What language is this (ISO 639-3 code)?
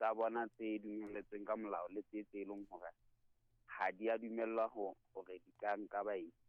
sot